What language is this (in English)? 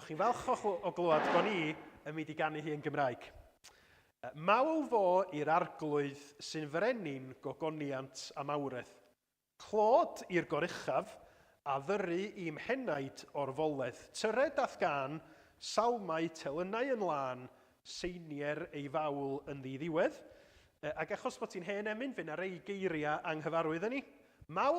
Welsh